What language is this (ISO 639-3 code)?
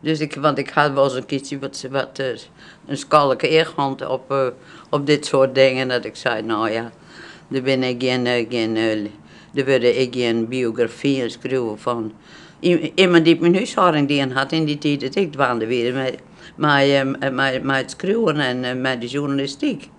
fry